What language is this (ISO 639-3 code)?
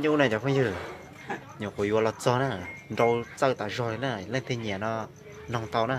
hmn